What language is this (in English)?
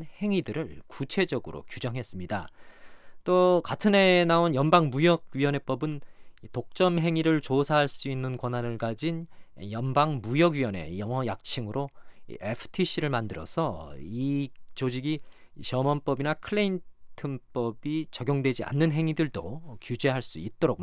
Korean